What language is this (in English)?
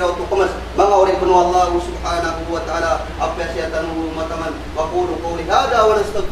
Maranao